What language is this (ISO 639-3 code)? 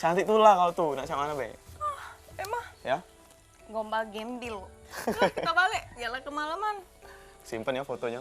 mui